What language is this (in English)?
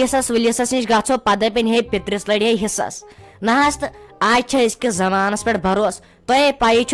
Kashmiri